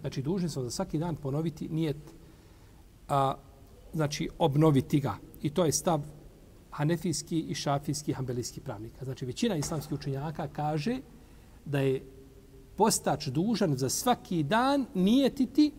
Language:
Bosnian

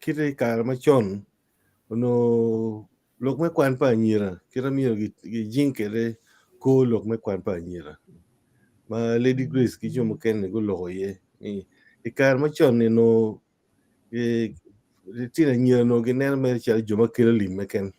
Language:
Acoli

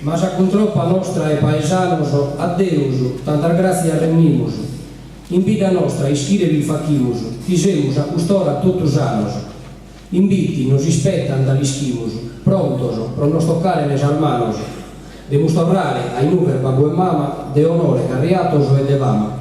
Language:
Sardinian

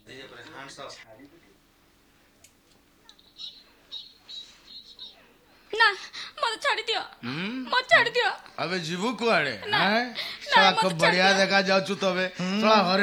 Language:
Odia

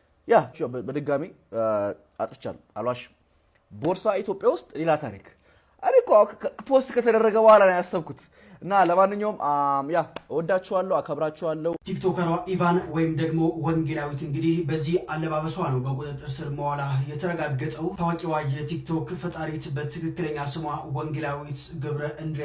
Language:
Amharic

